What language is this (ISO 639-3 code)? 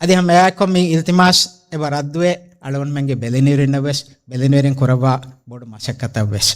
div